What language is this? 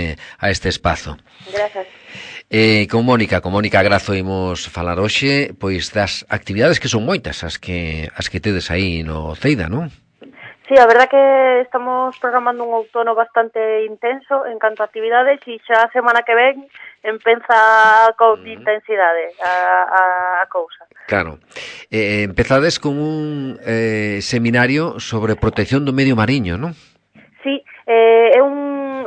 Galician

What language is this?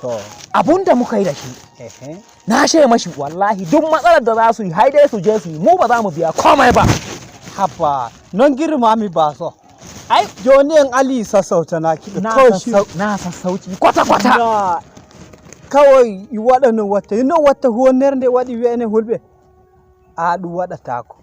Hausa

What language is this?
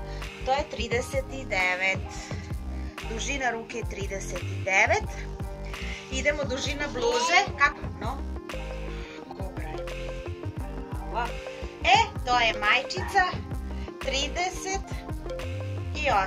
Serbian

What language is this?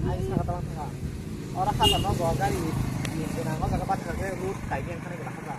Kok Borok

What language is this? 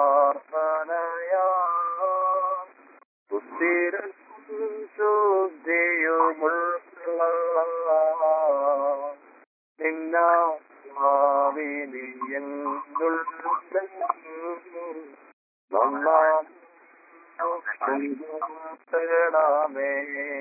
Malayalam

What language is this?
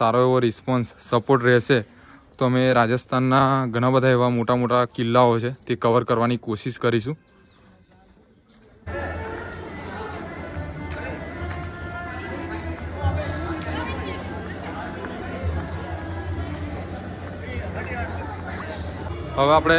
Gujarati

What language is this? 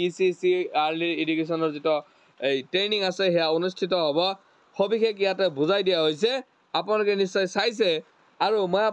Assamese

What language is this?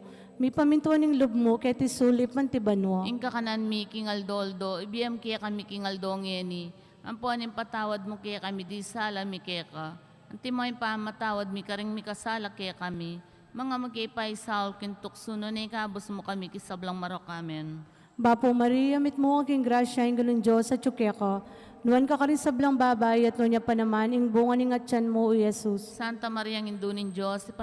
Pampanga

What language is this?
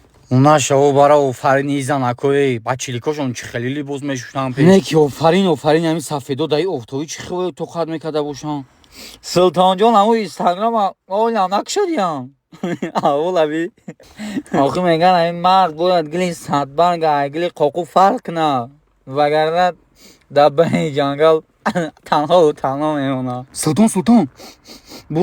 Tajik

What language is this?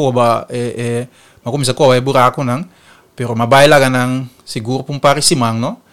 Papiamento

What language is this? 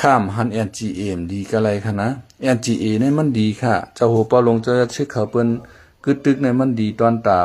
Shan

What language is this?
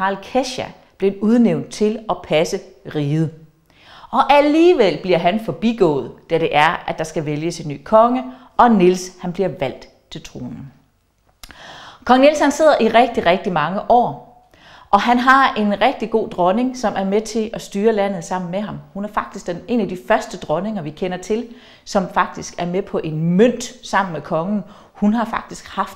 Danish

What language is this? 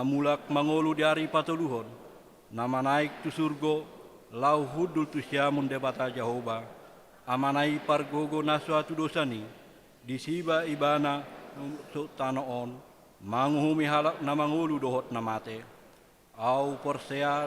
Batak Toba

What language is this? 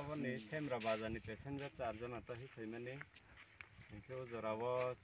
Kok Borok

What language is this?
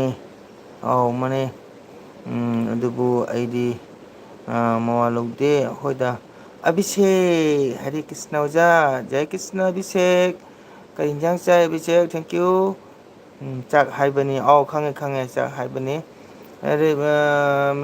Manipuri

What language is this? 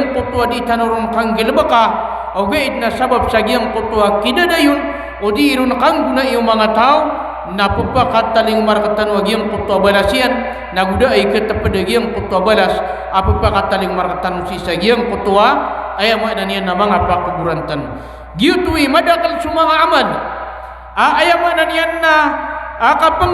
Maranao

